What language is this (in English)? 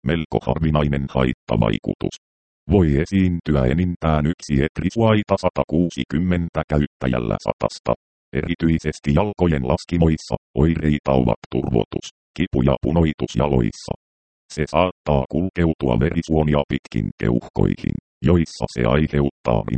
Finnish